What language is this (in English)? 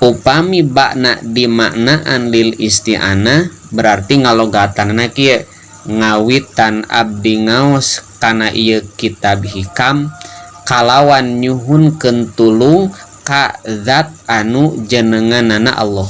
Sundanese